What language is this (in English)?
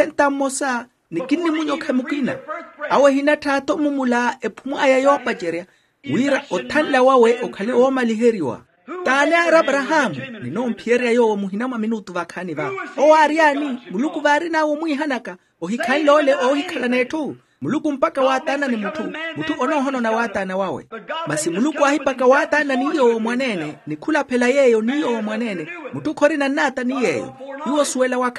Makhuwa